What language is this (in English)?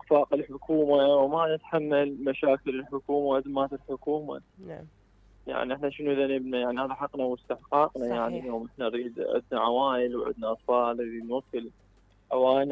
Mesopotamian Arabic